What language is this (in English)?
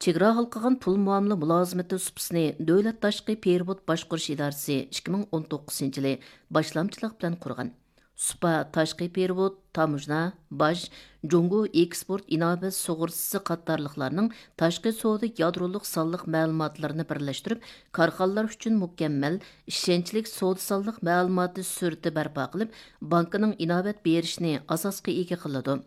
Uyghur